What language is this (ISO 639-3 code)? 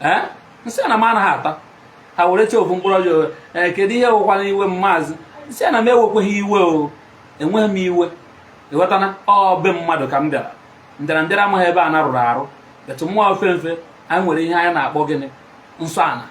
ibo